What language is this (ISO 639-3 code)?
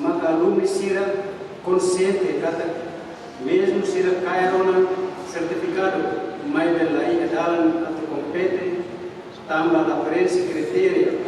tet